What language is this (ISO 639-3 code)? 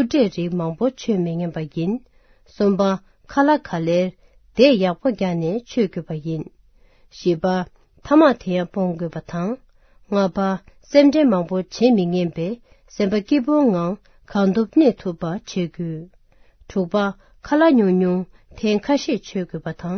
bod